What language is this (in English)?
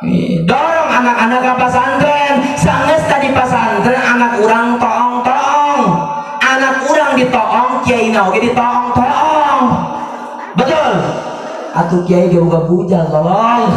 Sundanese